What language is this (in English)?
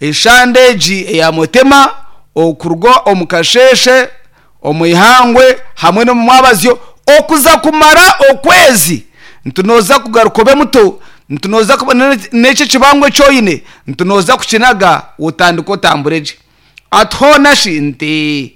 Nyankole